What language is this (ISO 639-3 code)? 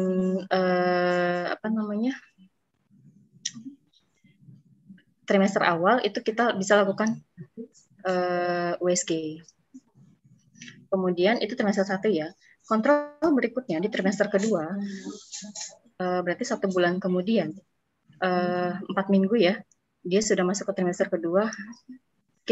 ind